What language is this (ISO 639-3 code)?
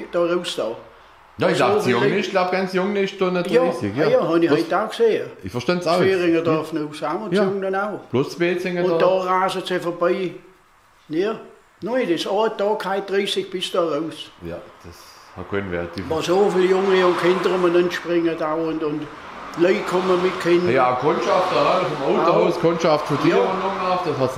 swg